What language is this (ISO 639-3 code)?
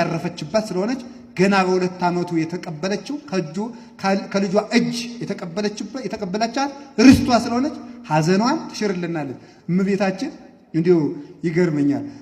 amh